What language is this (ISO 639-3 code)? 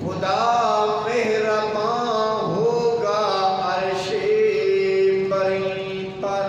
bgp